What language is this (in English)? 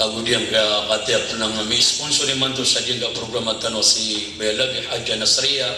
Maranao